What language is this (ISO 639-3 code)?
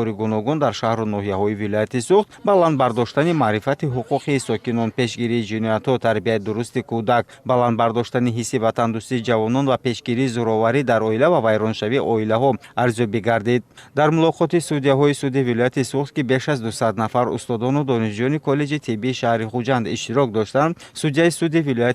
tgk